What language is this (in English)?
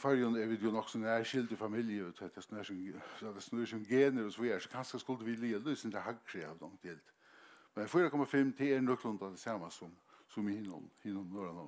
Faroese